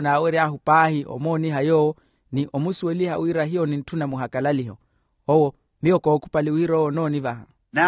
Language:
Makhuwa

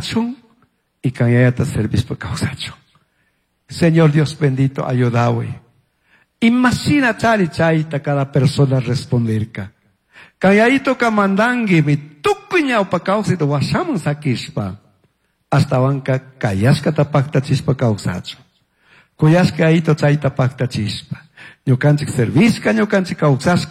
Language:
Chimborazo Highland Quichua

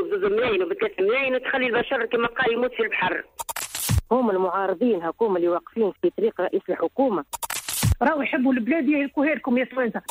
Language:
Tunisian Arabic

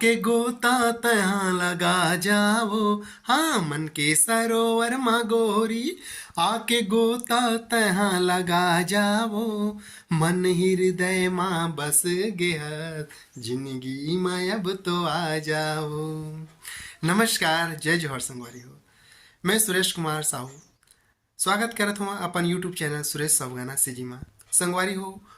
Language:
Chhattisgarhi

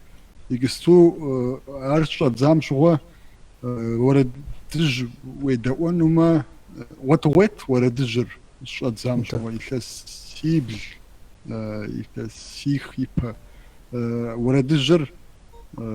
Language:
Kabardian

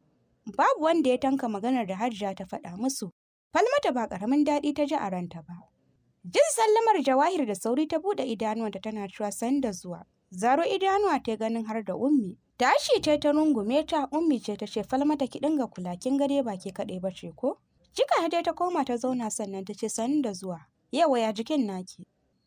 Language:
Hausa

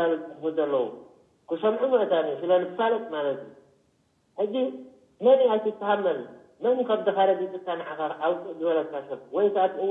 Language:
Tigrinya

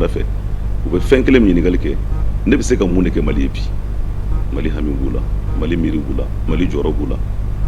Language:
Bambara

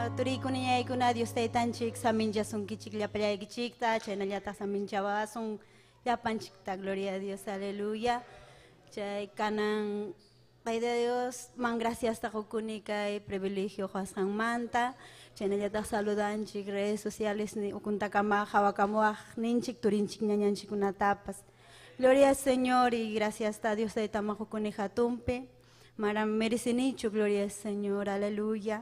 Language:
Ayacucho Quechua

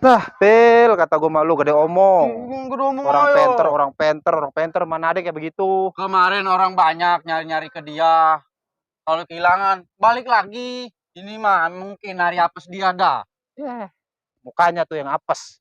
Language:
Betawi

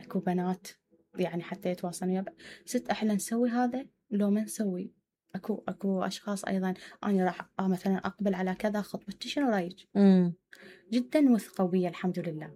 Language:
Mesopotamian Arabic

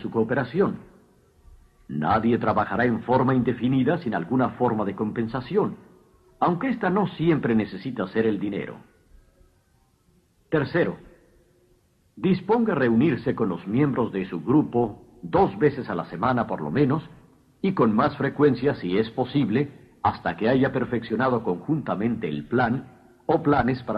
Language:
Spanish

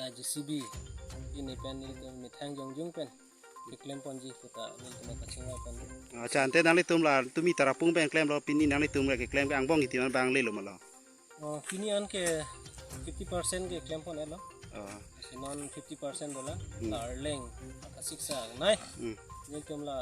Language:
Karbi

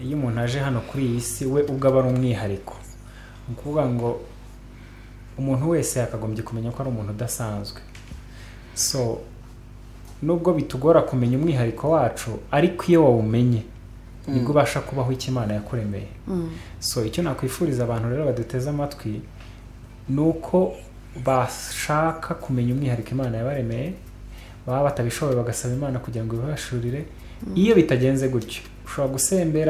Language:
Kinyarwanda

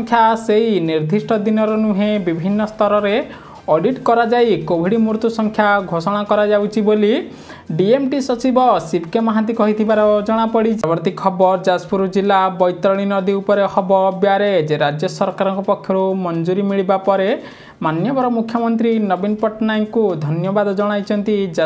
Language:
Odia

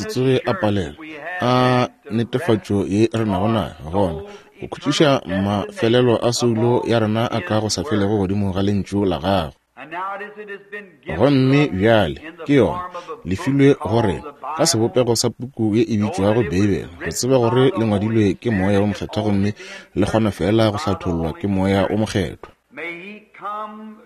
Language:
Northern Sotho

